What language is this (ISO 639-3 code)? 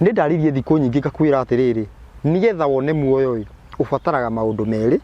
kik